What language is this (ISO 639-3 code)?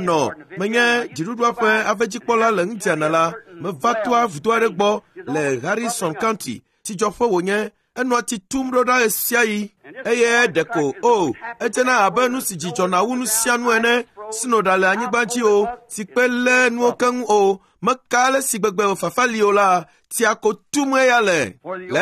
ewe